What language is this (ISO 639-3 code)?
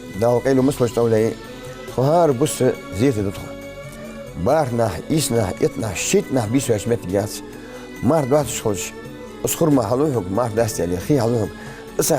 inh